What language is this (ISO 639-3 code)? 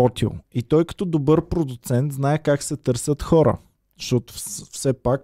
bul